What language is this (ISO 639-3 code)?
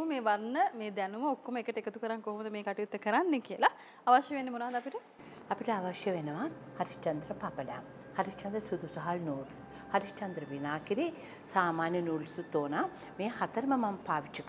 sin